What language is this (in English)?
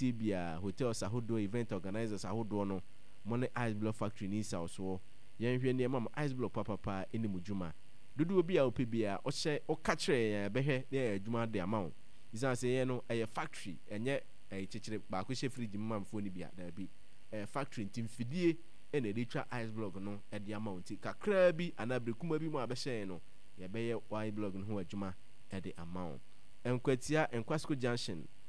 Akan